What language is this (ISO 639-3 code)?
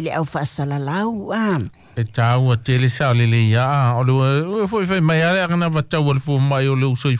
smo